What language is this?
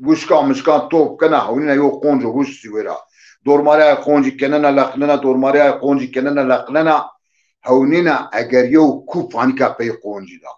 Zaza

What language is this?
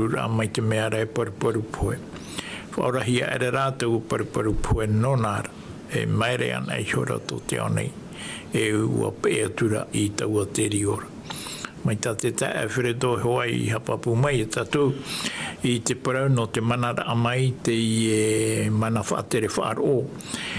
Tahitian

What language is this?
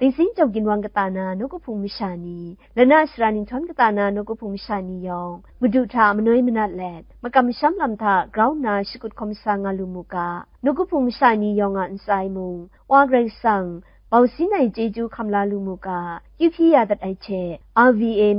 Kachin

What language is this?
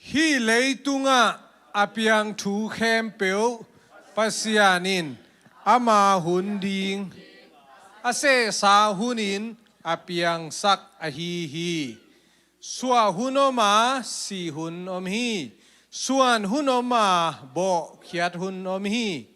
Tedim Chin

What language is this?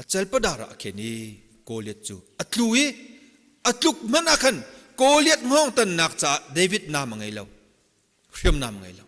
Hakha Chin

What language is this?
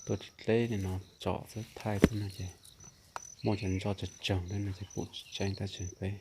Hmong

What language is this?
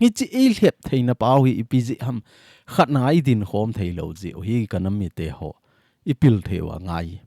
Thado Chin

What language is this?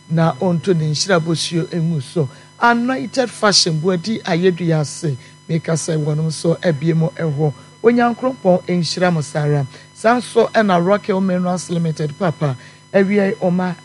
Akan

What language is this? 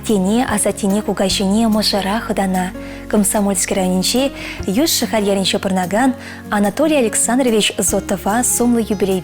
Chuvash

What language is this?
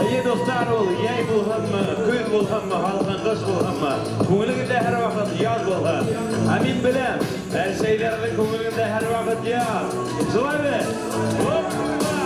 Bashkir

